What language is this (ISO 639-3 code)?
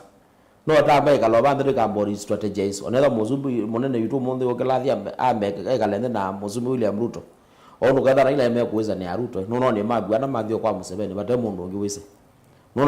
kam